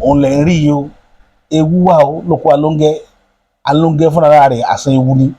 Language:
Yoruba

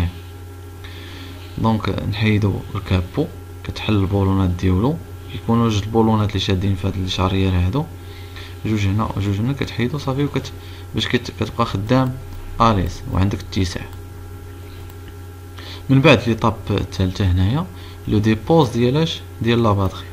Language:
Moroccan Arabic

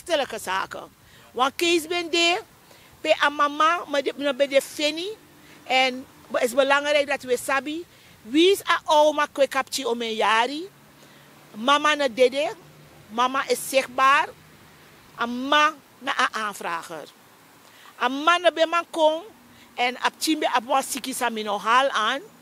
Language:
Sranan Tongo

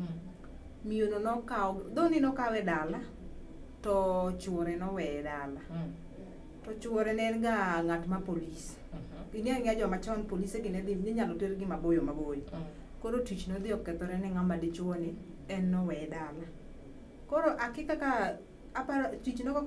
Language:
Luo (Kenya and Tanzania)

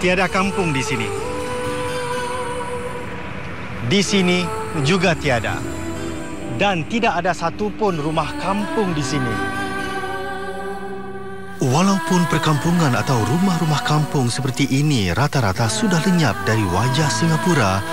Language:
Malay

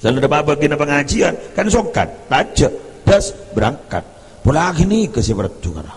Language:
Madurese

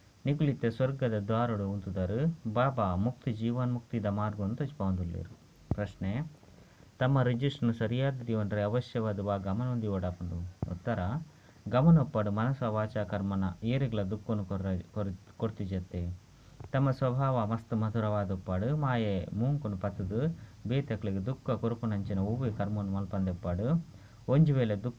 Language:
Tulu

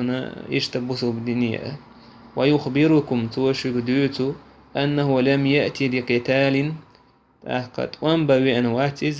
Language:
Chechen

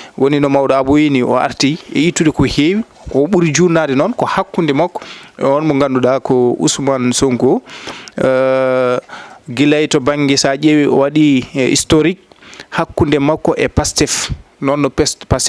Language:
Fula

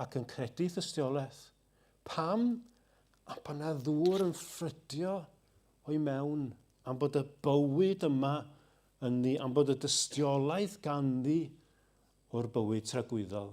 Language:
Welsh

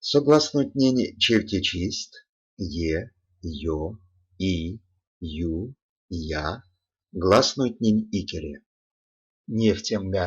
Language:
Erzya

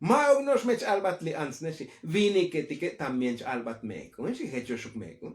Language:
Tzotzil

